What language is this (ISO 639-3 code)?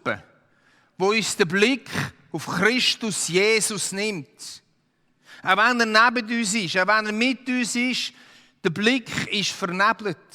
gsw